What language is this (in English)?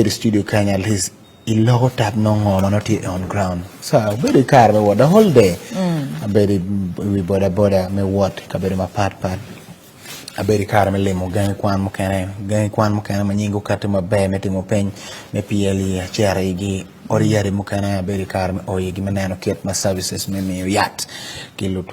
Acoli